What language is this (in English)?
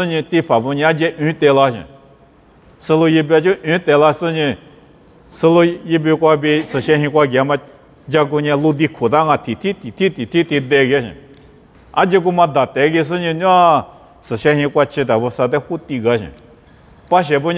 Lisu